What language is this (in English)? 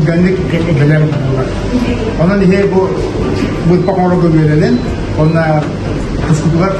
Yakut